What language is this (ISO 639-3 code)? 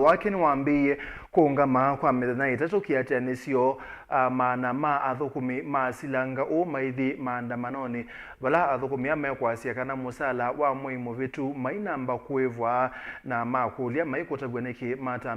kam